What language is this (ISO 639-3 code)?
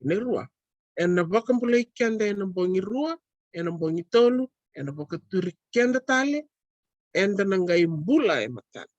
fij